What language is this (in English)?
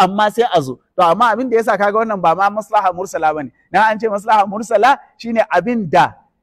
Hausa